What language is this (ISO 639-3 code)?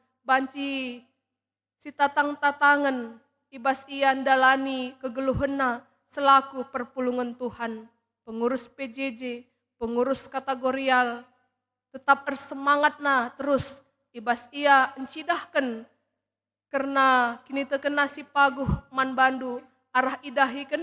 btx